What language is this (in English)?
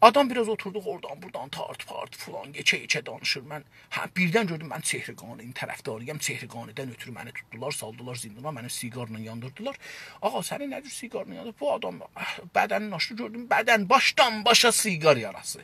South Azerbaijani